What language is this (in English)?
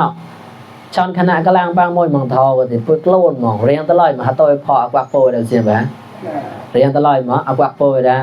Mon